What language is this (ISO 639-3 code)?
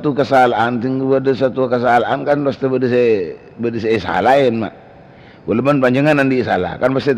mad